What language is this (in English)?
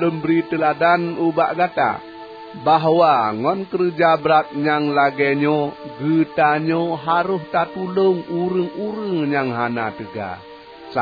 Achinese